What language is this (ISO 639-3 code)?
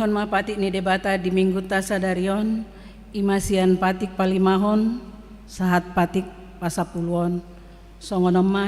bbc